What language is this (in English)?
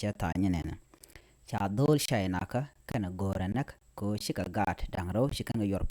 Nuer